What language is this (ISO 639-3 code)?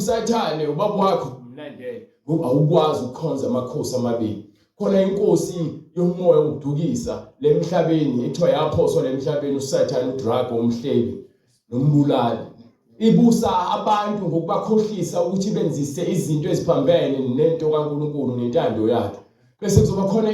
zul